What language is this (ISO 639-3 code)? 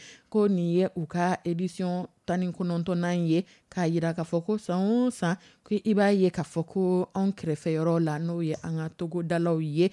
dyu